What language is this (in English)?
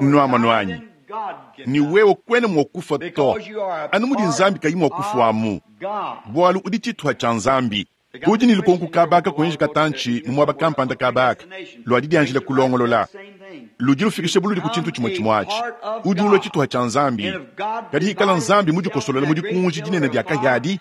Luba-Lulua